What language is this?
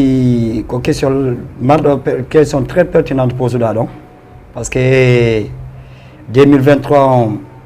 Fula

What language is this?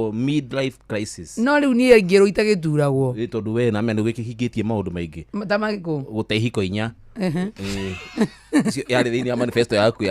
Kikuyu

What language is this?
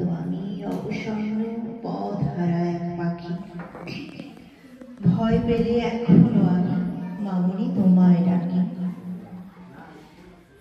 Bangla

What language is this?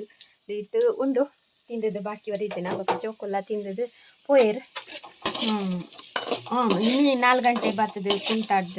Tulu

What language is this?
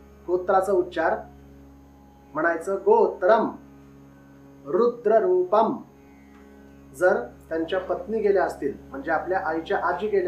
Marathi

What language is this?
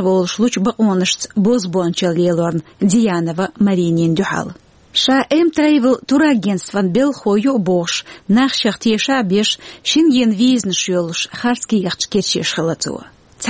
Chechen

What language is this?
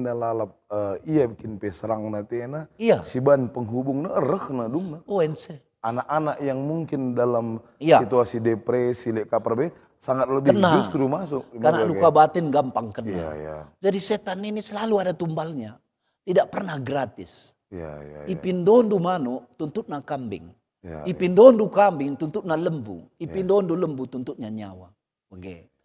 Batak Karo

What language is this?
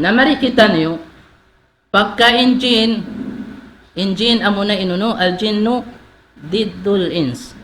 Tausug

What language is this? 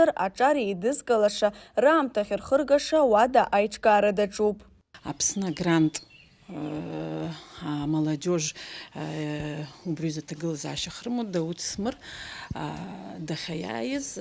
Abkhazian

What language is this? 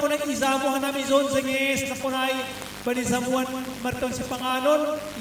Batak Simalungun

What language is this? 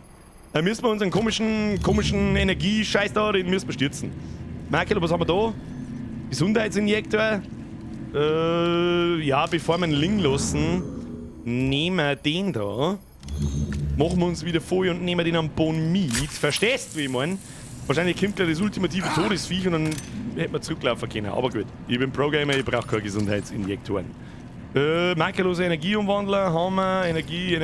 Bavarian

